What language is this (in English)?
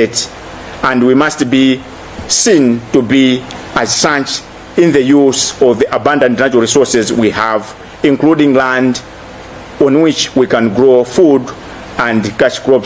Nyanja